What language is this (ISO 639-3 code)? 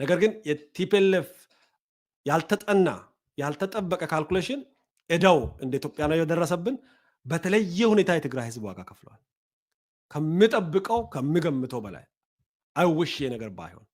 amh